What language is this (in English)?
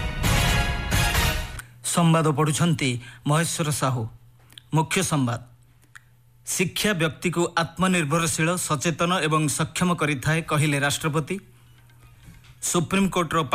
Odia